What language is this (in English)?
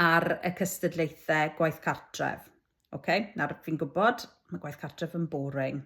Welsh